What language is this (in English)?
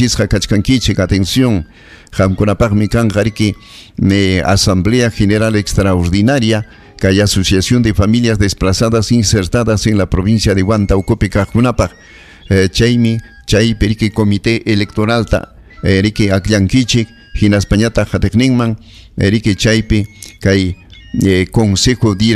Ayacucho Quechua